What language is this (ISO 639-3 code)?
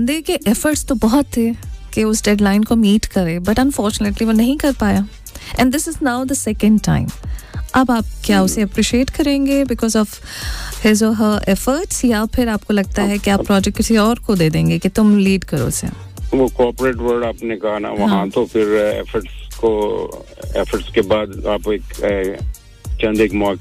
hin